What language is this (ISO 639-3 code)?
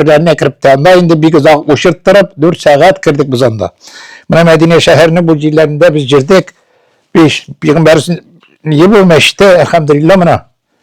tat